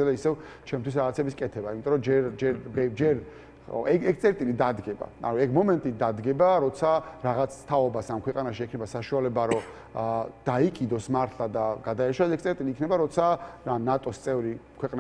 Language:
Georgian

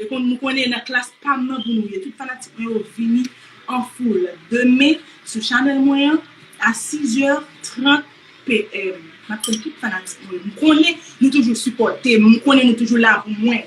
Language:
Haitian Creole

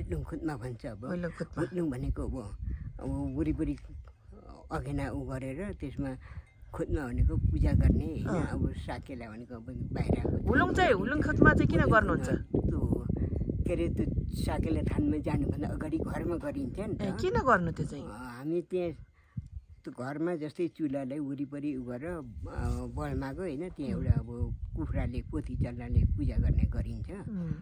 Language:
Nepali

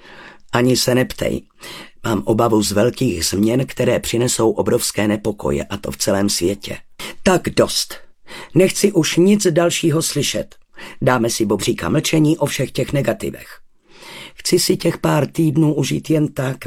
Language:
Czech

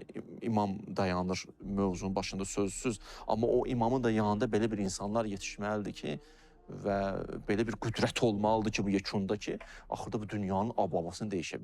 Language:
Azerbaijani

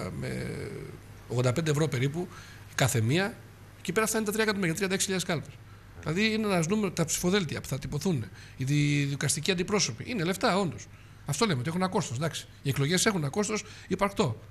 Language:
Greek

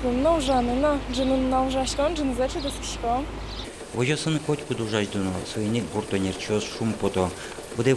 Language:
Udmurt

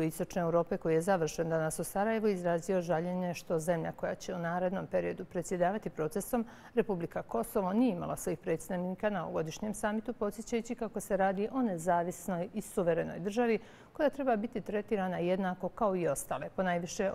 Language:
Bosnian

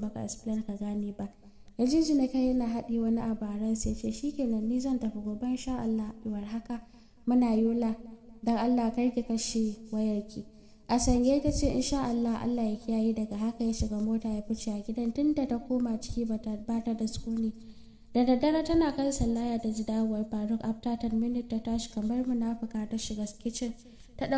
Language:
Hausa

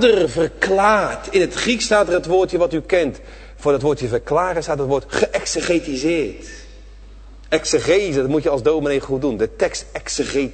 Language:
Dutch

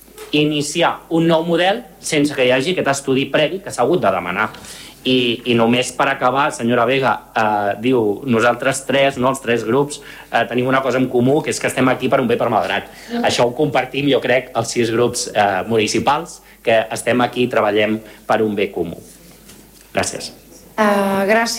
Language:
Catalan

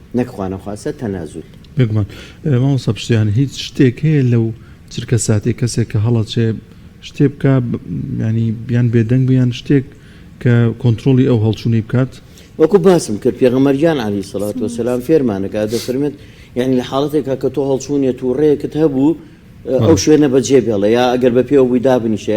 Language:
Central Kurdish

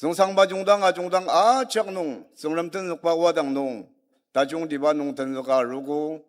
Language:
Ao Naga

